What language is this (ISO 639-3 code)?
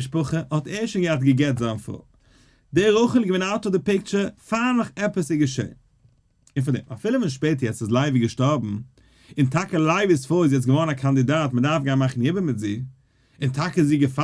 yid